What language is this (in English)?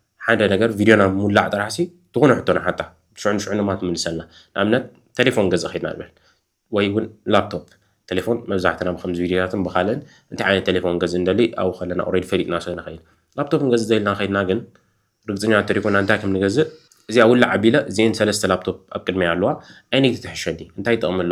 Tigrinya